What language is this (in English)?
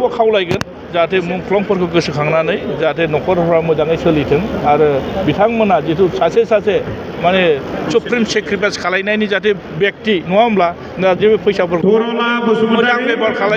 Bodo